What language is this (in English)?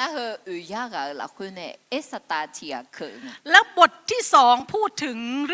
Akha